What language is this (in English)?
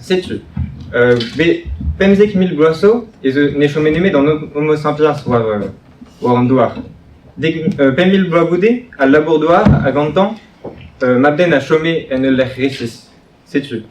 Breton